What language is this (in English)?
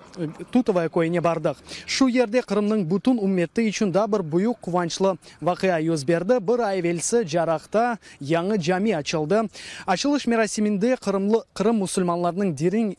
Crimean Tatar